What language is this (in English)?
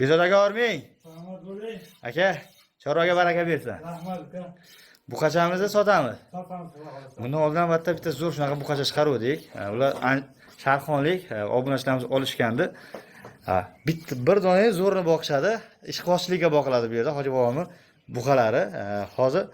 Uzbek